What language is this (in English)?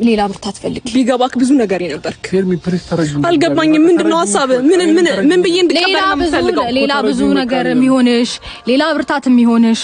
Amharic